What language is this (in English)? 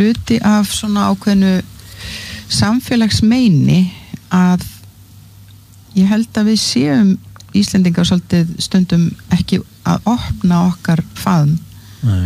Icelandic